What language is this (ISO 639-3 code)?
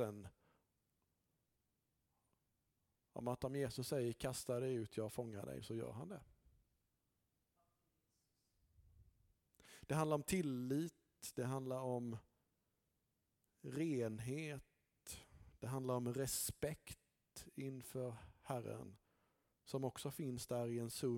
swe